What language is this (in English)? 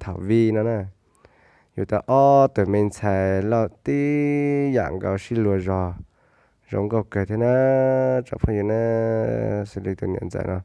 Hmong